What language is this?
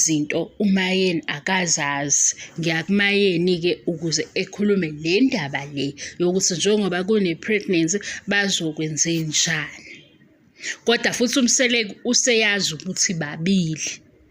Zulu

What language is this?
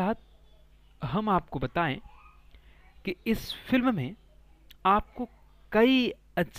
Hindi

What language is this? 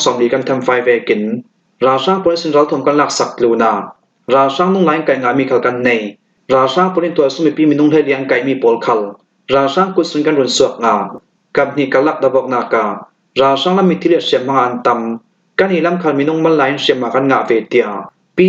Falam Chin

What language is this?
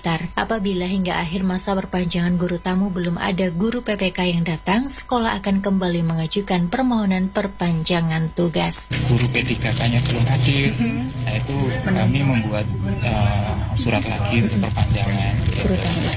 Indonesian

